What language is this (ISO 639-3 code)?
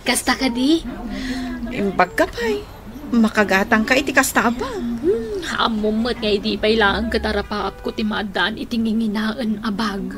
ilo